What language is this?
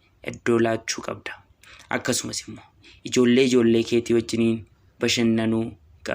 Oromo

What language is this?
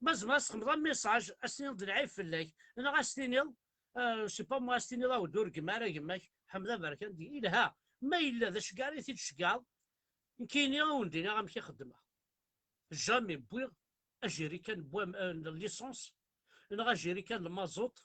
Kabyle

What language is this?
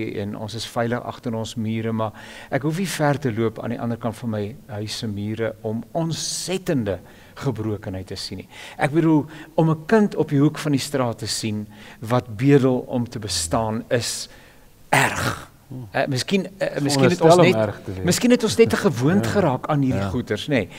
Afrikaans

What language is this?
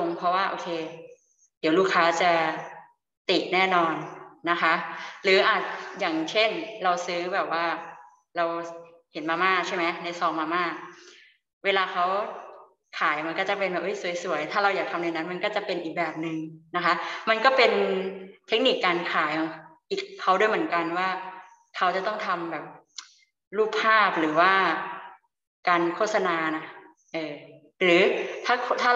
Thai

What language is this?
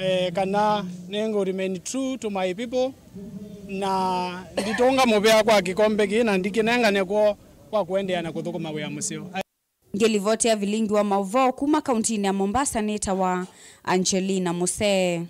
Kamba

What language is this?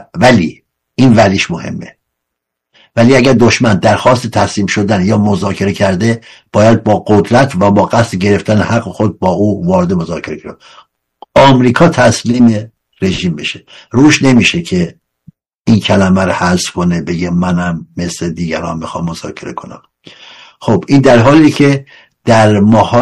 Persian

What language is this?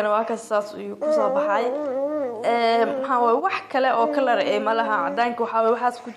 Somali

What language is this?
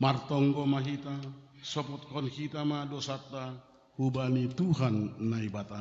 Batak Simalungun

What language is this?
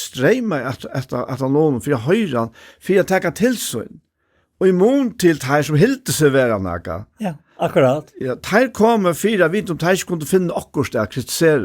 Faroese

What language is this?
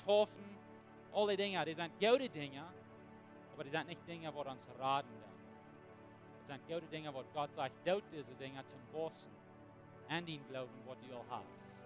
Plautdietsch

